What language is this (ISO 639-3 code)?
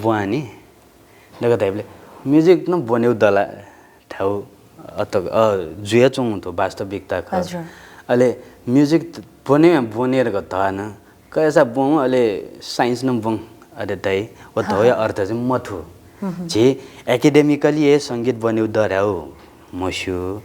new